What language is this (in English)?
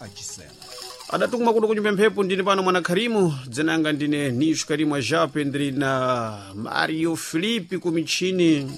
Sena